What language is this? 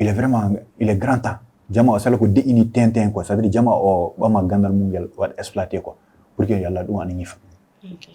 Fula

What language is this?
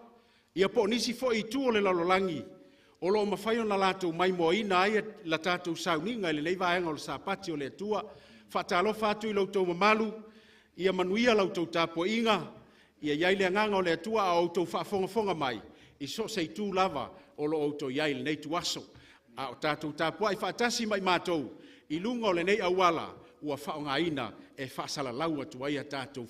Samoan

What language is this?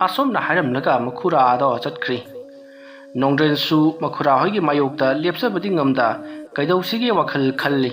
Manipuri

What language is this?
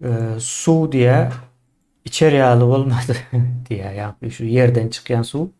Turkmen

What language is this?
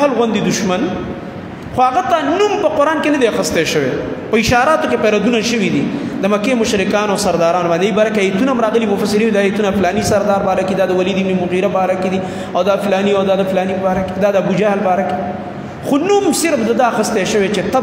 Pashto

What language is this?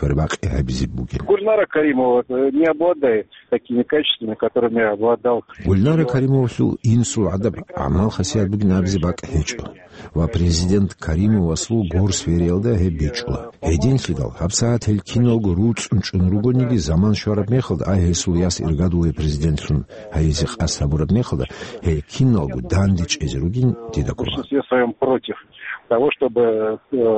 Avaric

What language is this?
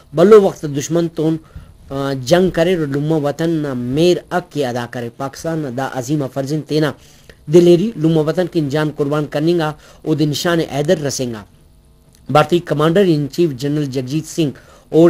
Brahui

